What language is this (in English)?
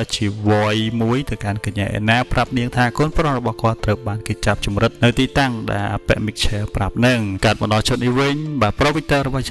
Khmer